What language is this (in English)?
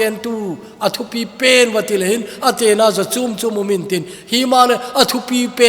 Thado Chin